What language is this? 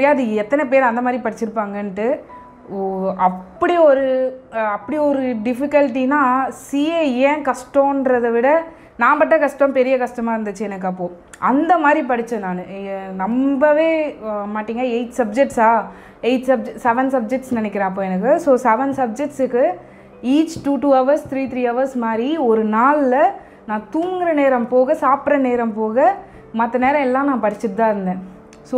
Tamil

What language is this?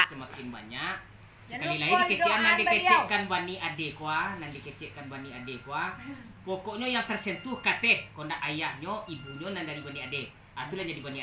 Minangkabau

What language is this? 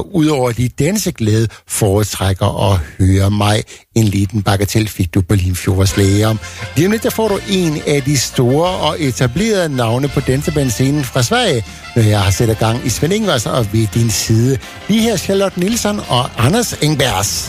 Danish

